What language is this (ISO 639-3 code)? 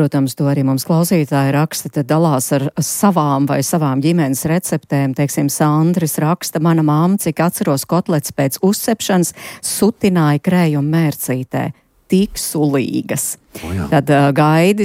lav